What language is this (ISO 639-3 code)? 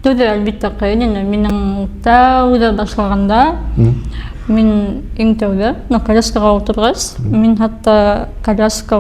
bak